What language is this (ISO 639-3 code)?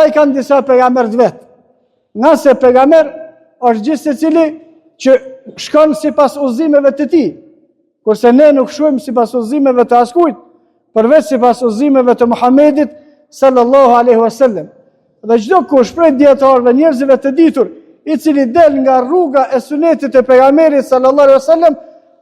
sqi